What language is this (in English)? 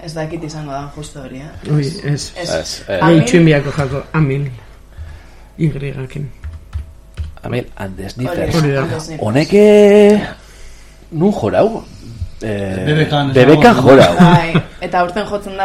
Basque